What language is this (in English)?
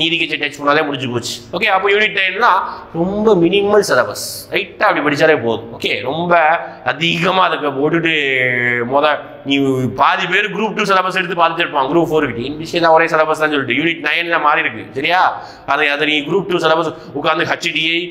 Tamil